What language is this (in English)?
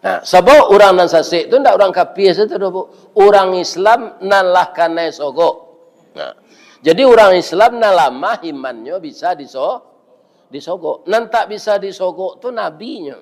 Minangkabau